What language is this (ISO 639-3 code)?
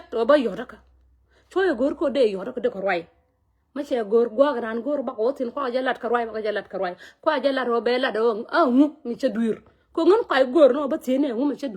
nus